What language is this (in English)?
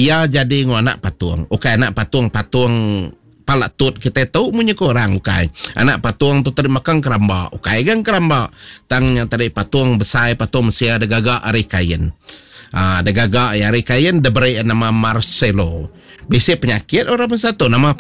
Iban